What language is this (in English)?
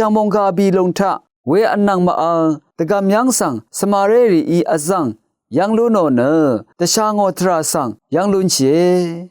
Rawang